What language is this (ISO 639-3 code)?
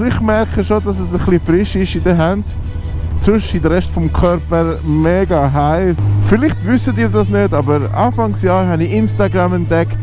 gsw